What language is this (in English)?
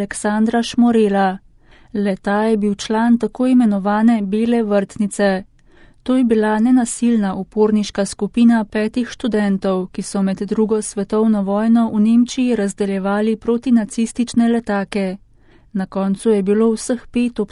Slovenian